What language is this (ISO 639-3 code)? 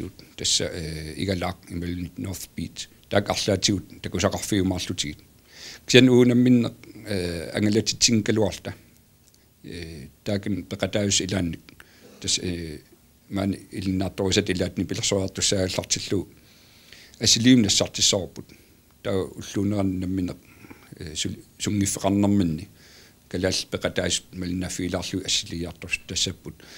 kal